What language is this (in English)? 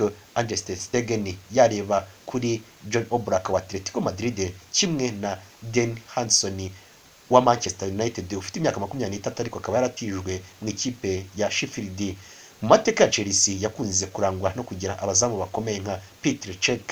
Kinyarwanda